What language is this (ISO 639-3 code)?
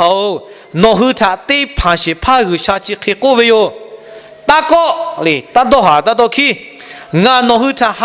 lhu